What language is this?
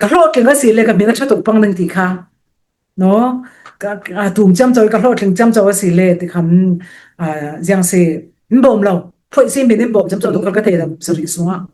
Falam Chin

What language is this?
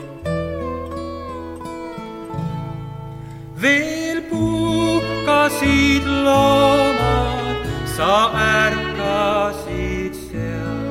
Estonian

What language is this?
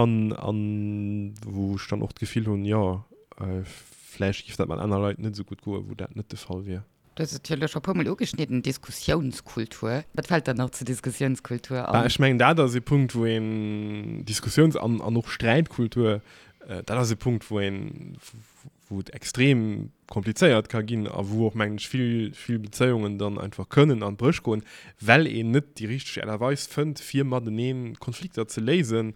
Luxembourgish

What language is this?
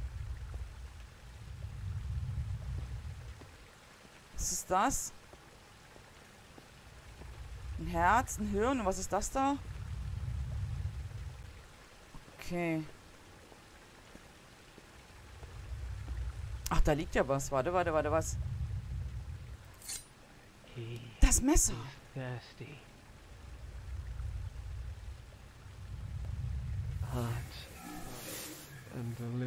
German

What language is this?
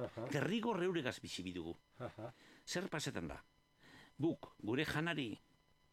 Basque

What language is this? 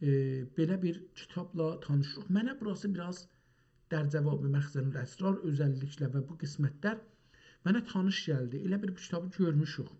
South Azerbaijani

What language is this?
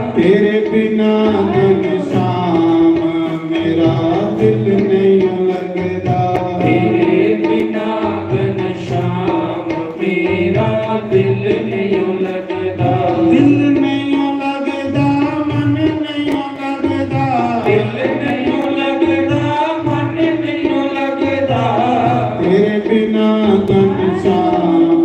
Dogri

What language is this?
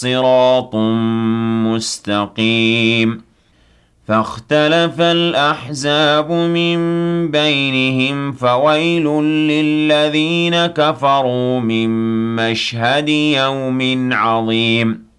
Arabic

